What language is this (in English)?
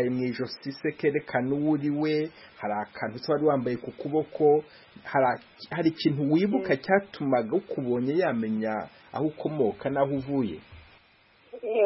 Kinyarwanda